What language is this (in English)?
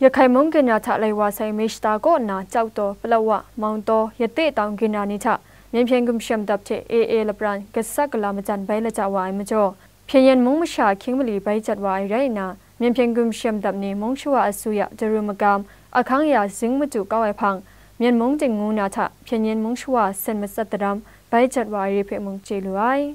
Kachin